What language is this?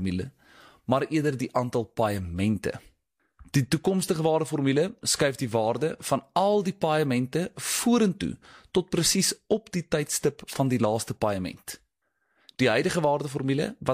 Afrikaans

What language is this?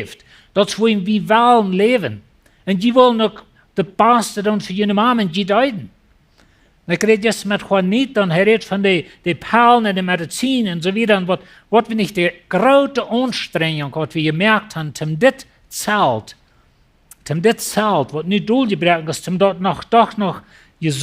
Plautdietsch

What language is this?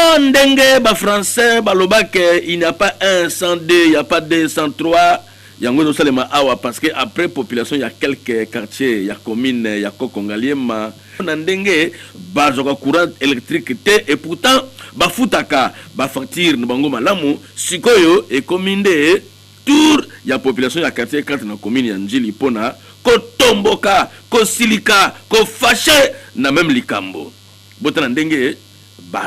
Lingala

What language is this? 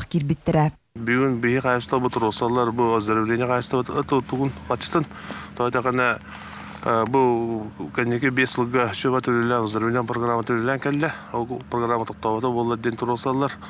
Yakut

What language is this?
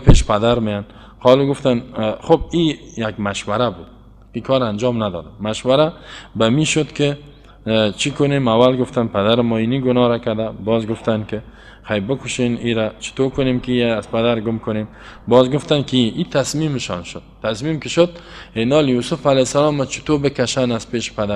Persian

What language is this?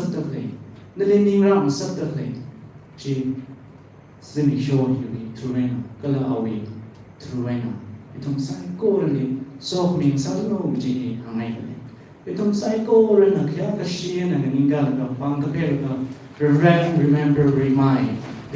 Tangkhul Naga (India)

